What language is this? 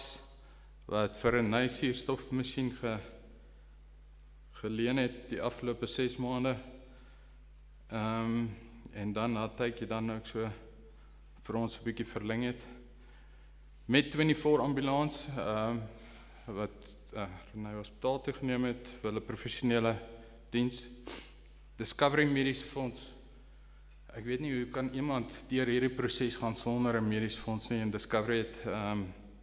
Afrikaans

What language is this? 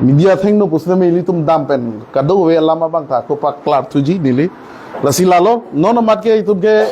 Karbi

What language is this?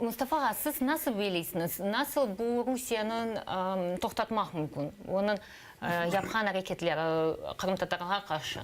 Crimean Tatar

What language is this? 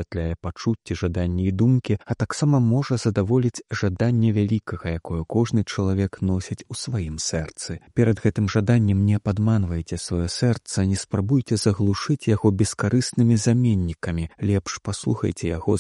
Belarusian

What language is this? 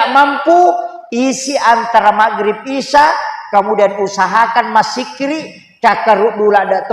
Buginese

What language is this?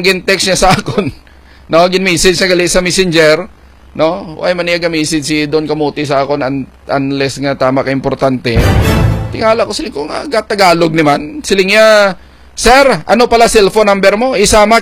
Hiligaynon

